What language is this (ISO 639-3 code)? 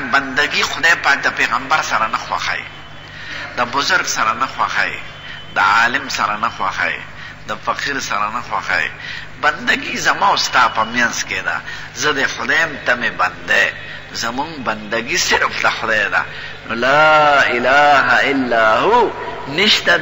pus